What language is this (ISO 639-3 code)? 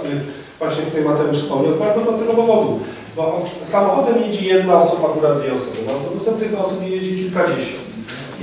pol